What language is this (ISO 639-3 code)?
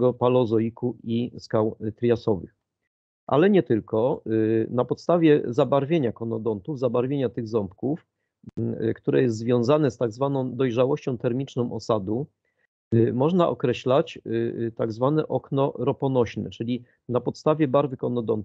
pol